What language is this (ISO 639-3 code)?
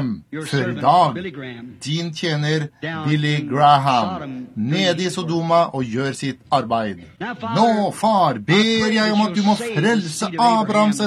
nor